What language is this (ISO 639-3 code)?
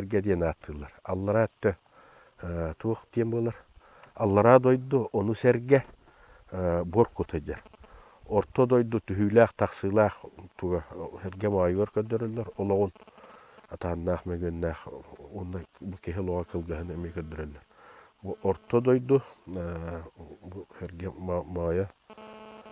sah